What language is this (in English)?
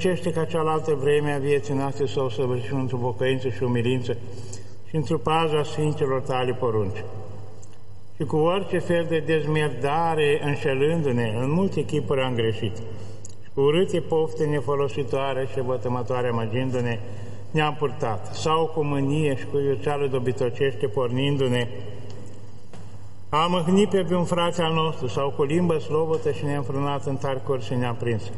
Romanian